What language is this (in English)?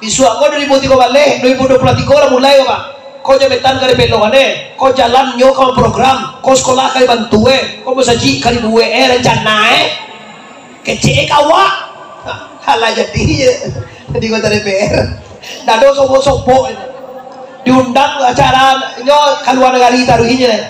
Minangkabau